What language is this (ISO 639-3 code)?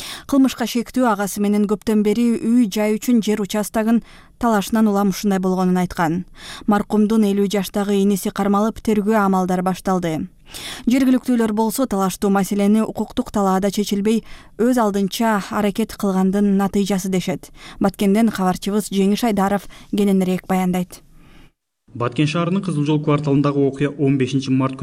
kir